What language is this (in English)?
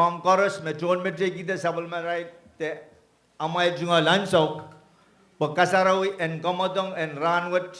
Pohnpeian